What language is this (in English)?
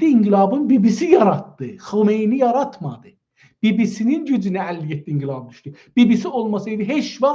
South Azerbaijani